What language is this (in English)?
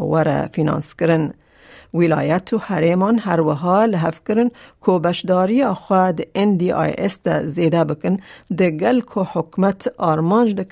Kurdish